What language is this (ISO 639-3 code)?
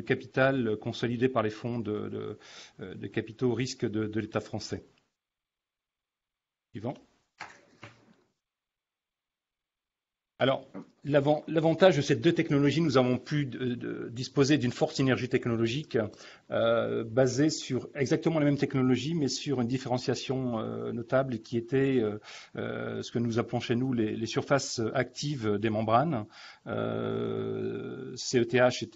fra